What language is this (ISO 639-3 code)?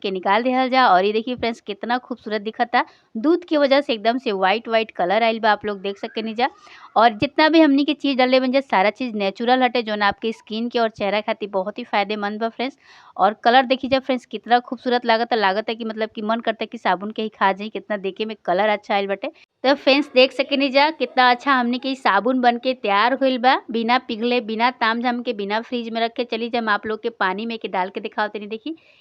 bho